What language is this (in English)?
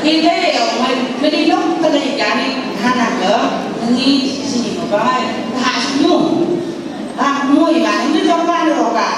Phom Naga